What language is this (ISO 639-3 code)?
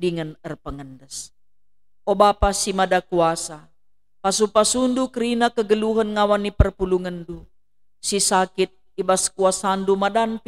btx